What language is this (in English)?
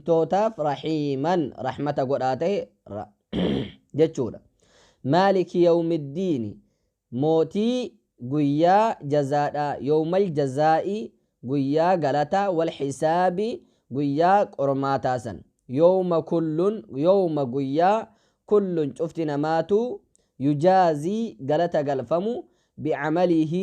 Oromo